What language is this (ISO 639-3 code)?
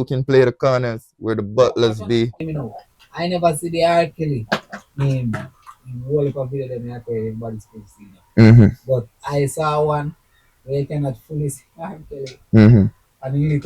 jam